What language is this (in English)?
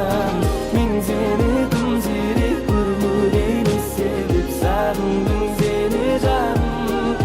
Kara-Kalpak